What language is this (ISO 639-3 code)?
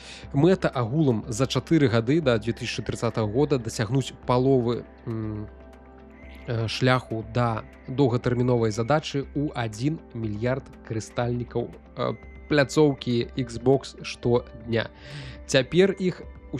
bel